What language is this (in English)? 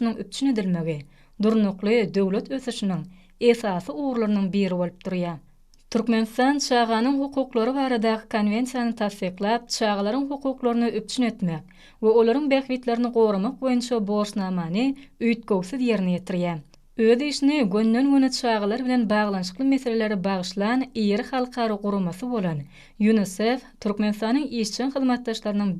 Turkmen